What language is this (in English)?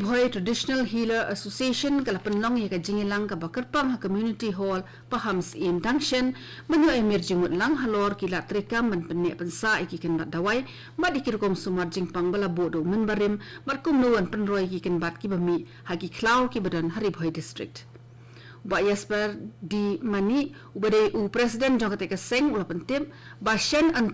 Khasi